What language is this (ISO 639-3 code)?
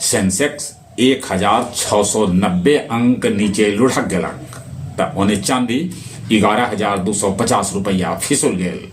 mag